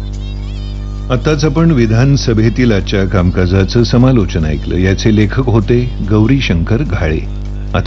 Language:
Marathi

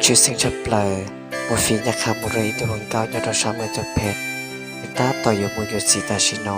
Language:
Hmong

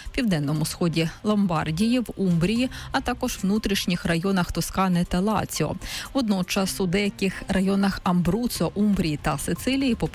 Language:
Ukrainian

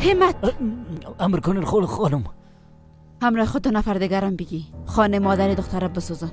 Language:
Persian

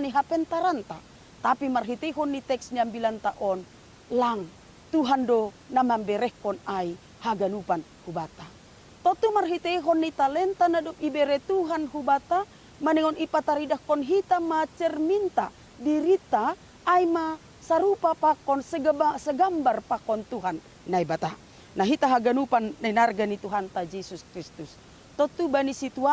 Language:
Batak Simalungun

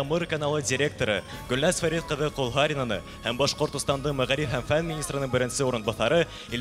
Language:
Bashkir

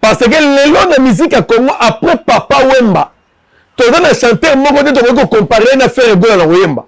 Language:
Lingala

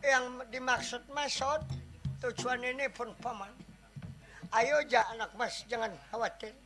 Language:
Banjar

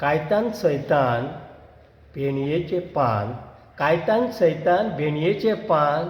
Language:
Konkani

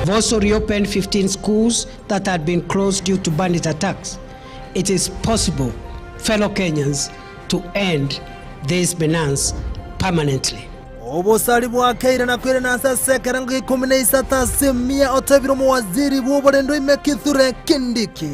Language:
Gusii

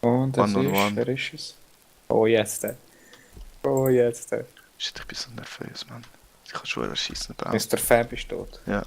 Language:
Swiss German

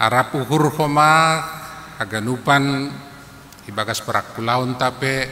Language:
Batak Simalungun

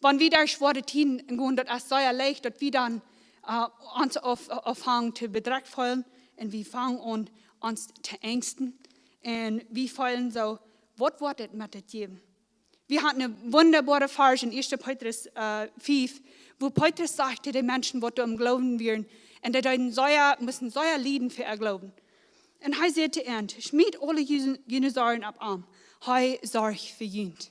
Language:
Plautdietsch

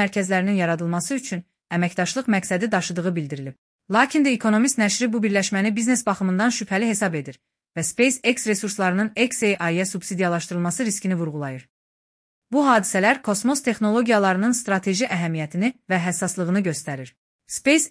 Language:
Azerbaijani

